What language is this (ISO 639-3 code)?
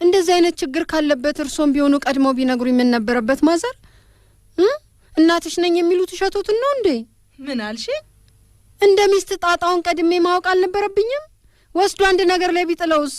amh